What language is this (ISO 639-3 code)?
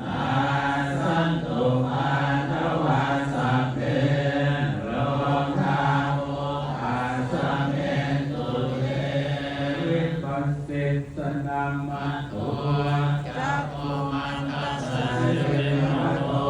pli